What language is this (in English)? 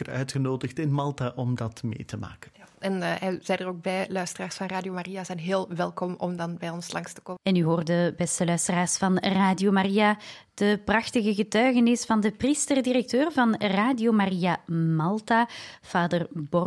Dutch